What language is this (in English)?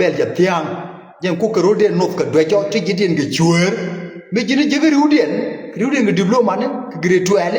Nuer